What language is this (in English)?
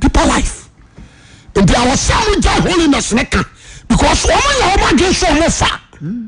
Akan